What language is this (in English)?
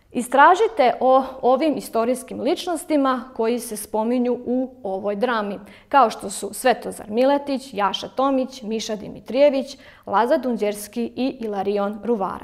Serbian